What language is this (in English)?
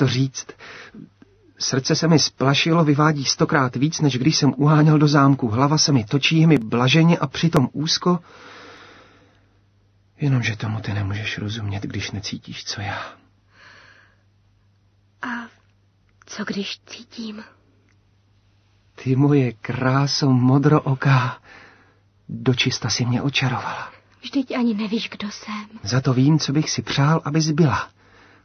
Czech